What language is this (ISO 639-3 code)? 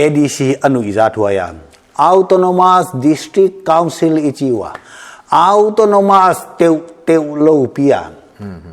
pck